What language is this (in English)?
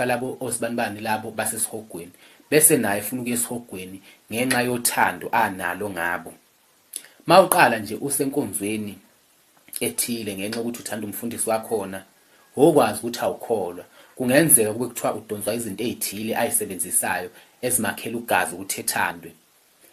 Zulu